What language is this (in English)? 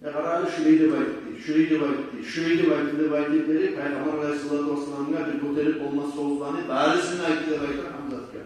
Kumyk